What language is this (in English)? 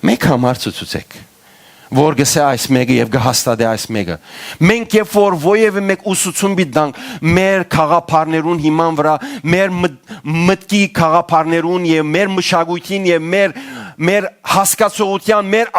Western Armenian